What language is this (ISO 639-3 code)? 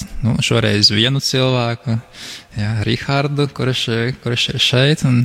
lav